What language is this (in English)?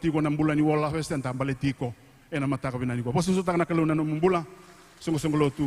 Fijian